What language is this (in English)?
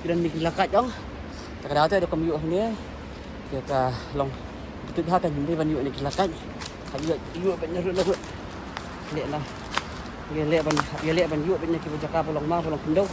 Khasi